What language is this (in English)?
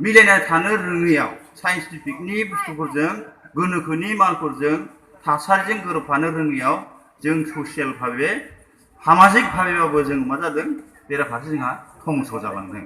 Bodo